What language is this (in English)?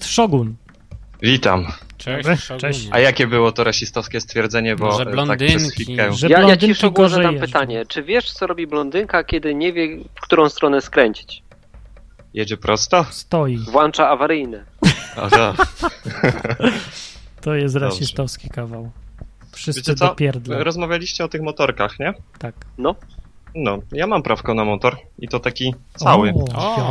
Polish